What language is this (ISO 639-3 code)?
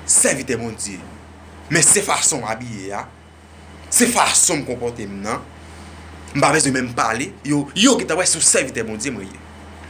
hat